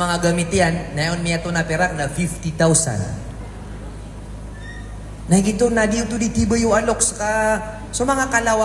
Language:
Maranao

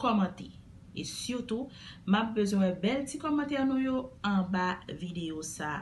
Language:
Haitian Creole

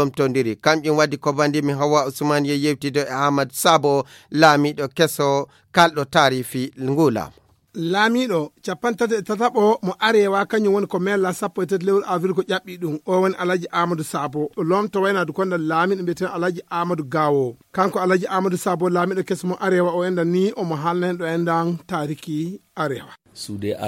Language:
Fula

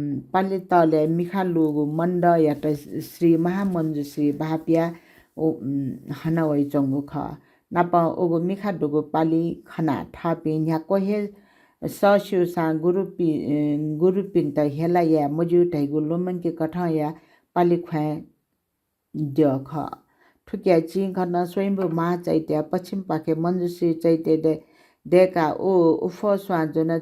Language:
Newari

